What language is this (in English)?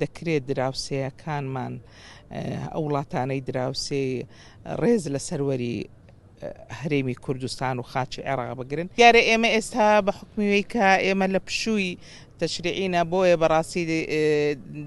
Central Kurdish